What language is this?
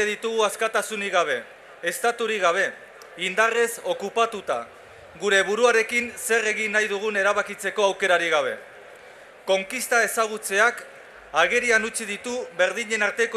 Basque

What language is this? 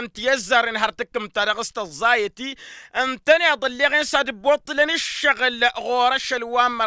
Tamasheq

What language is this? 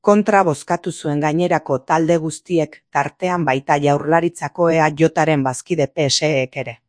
Basque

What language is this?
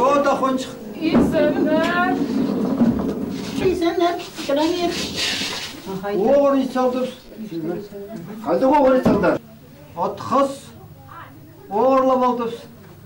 Khakas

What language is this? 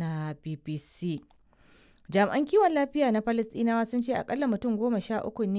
Hausa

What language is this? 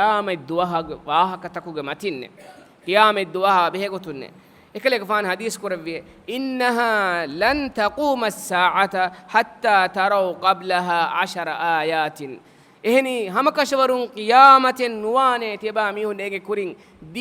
Divehi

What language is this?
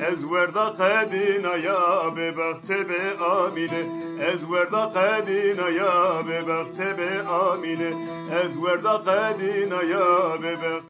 Zaza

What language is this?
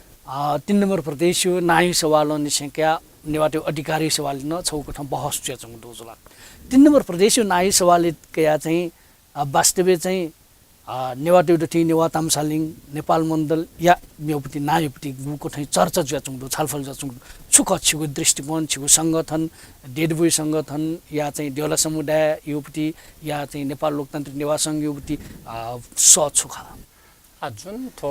Newari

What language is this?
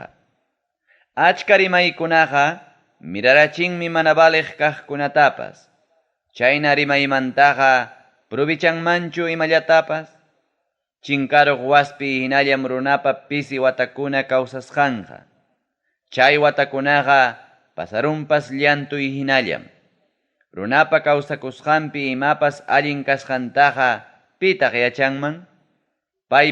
Ayacucho Quechua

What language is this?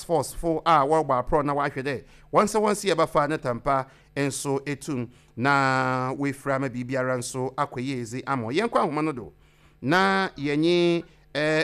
Akan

